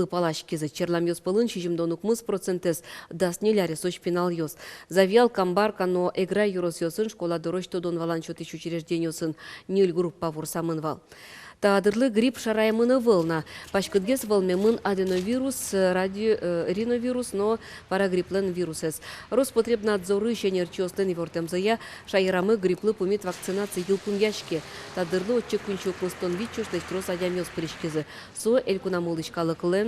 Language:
Udmurt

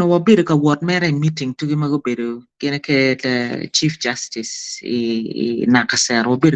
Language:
Acoli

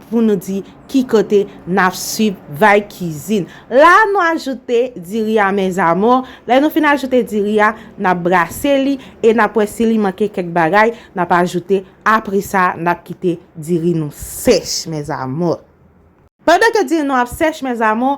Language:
Haitian Creole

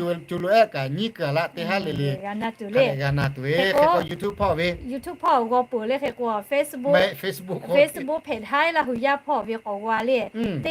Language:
Lahu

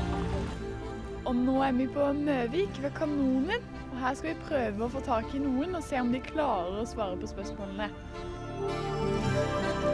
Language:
Norwegian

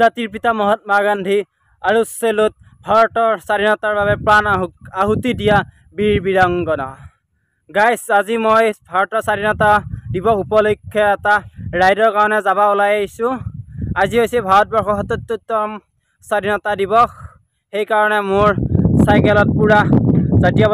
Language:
Assamese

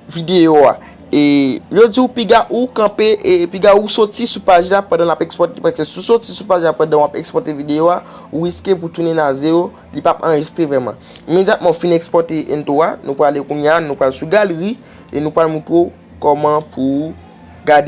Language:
Haitian Creole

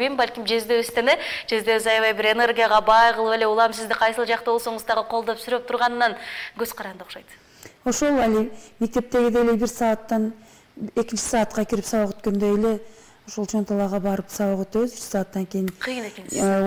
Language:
Kyrgyz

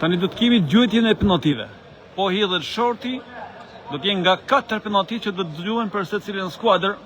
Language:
Albanian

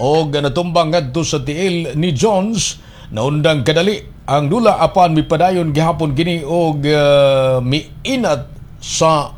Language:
Cebuano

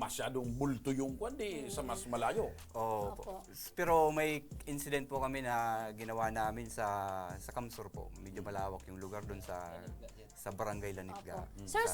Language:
Bikol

